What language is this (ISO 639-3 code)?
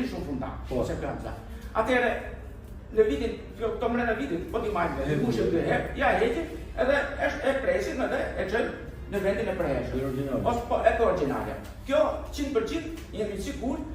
sqi